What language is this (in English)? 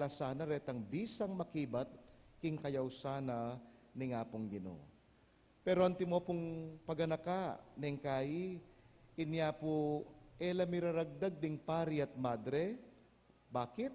Pampanga